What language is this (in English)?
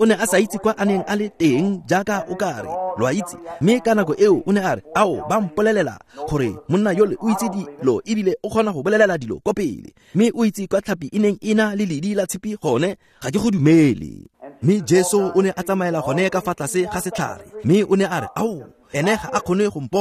Tswana